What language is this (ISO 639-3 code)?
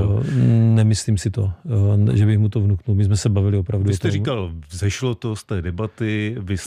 ces